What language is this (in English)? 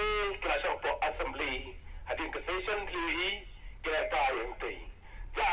Khasi